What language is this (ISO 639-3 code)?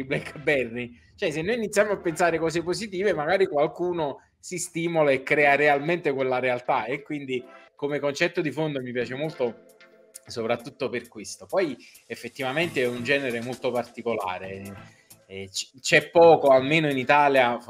ita